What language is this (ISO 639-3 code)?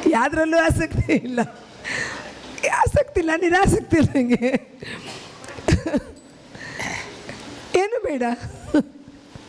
kan